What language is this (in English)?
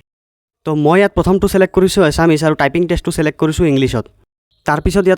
Assamese